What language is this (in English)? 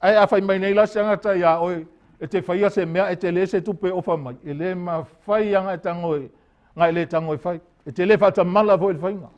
Samoan